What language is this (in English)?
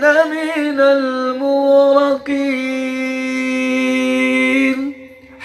Arabic